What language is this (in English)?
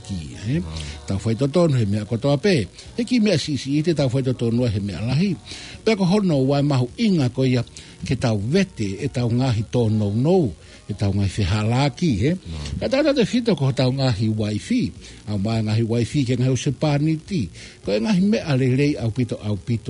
Tongan